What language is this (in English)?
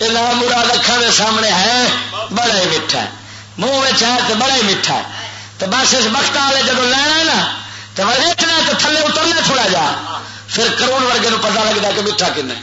Western Panjabi